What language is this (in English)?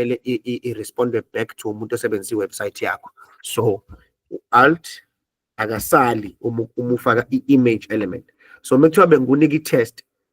Zulu